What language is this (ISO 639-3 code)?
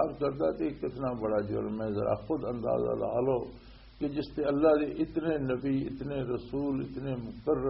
lah